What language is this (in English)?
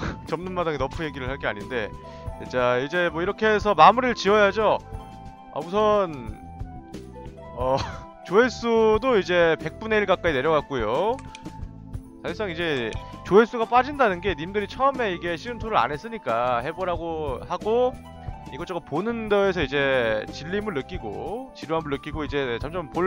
Korean